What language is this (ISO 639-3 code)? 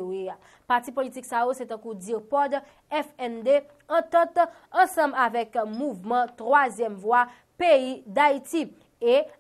hat